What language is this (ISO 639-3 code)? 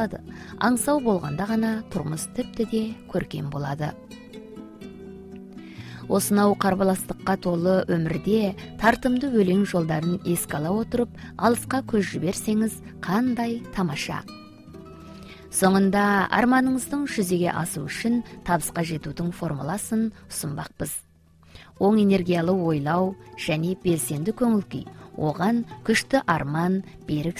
kaz